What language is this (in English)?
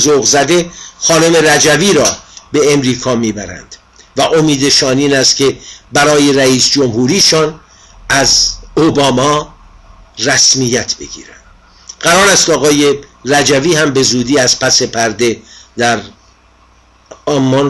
Persian